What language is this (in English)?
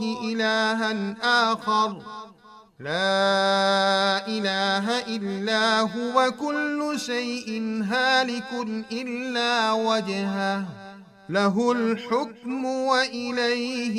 Nyanja